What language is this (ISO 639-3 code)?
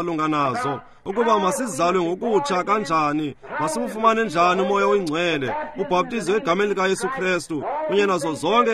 xho